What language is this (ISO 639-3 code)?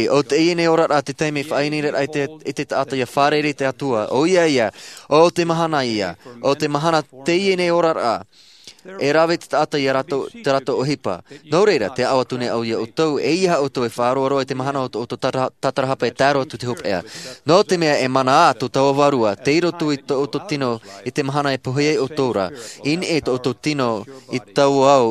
tah